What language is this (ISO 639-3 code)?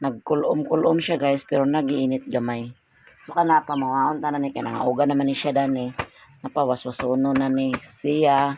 ceb